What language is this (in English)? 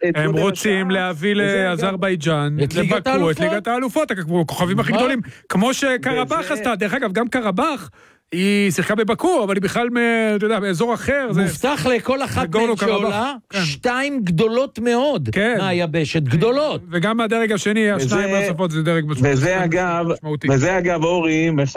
Hebrew